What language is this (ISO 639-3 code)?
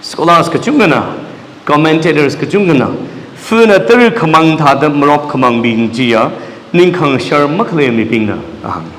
nmf